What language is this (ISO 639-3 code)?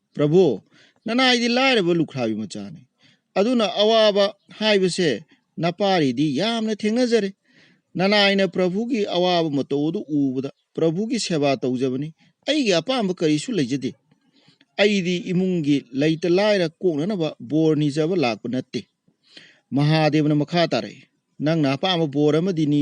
mni